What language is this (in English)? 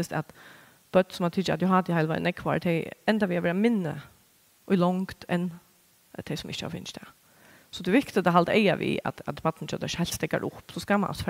Faroese